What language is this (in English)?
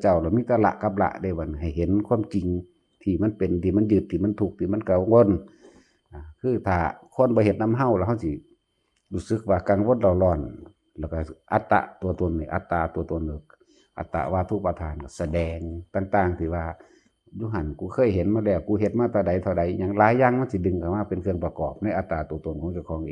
Northeastern Thai